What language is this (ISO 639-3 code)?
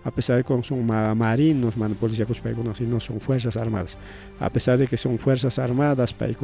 quy